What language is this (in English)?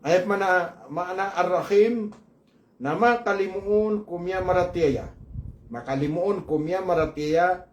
Maranao